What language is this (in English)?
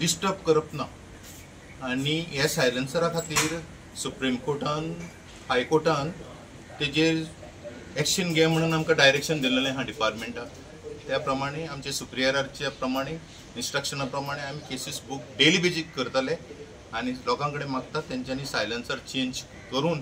Konkani